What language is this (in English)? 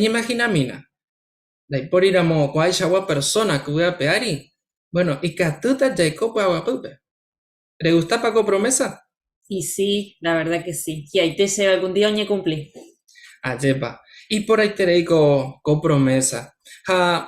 Guarani